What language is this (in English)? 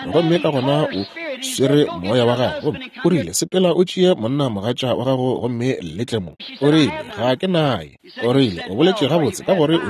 Northern Sotho